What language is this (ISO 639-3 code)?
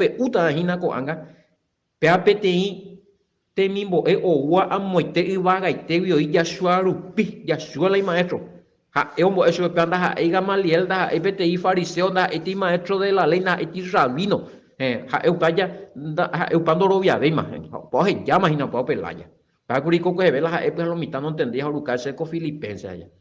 grn